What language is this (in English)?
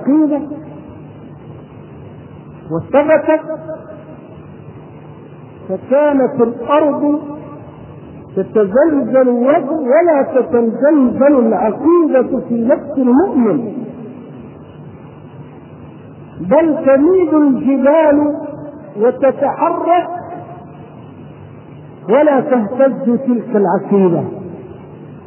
Arabic